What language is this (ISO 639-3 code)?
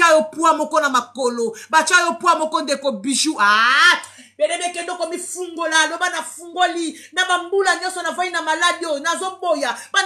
lin